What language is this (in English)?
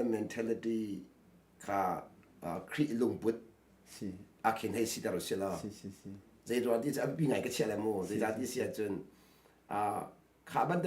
Hakha Chin